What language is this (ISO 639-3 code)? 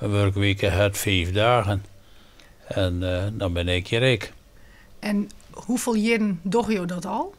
fry